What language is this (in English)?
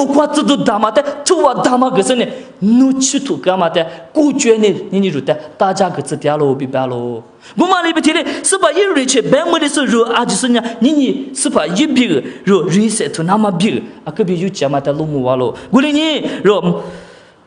Lisu